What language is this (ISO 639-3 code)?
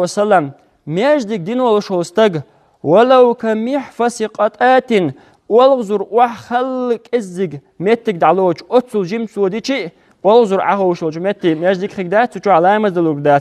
che